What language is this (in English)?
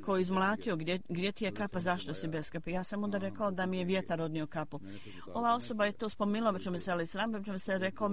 Croatian